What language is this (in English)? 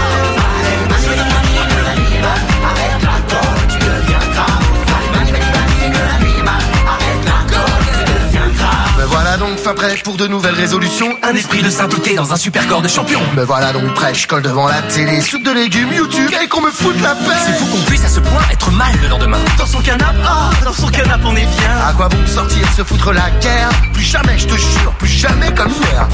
French